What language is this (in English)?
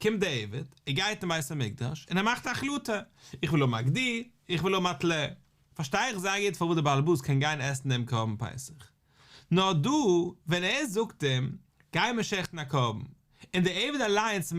Yiddish